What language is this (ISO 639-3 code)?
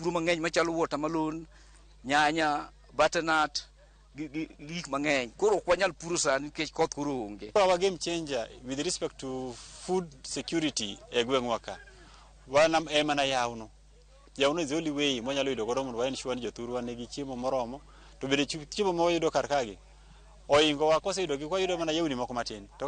luo